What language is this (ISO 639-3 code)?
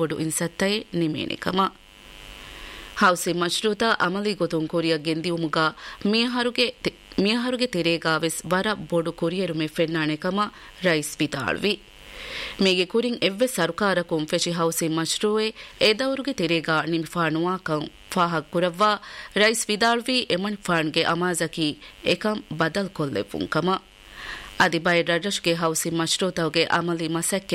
div